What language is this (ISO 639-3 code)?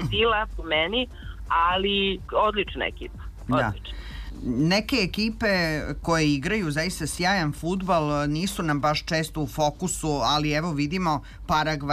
srp